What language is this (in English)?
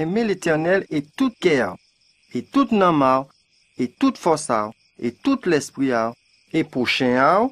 Guadeloupean Creole French